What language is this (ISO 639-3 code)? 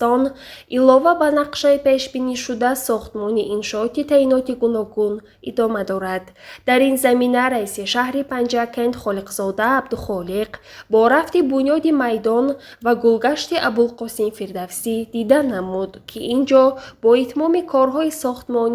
tgk